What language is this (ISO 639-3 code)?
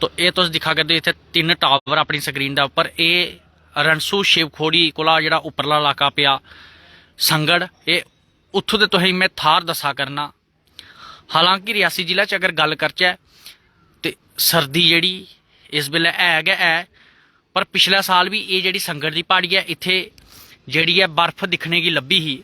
doi